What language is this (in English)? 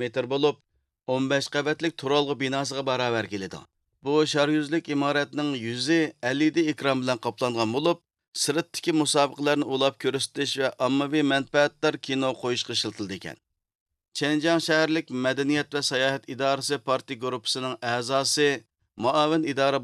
Uyghur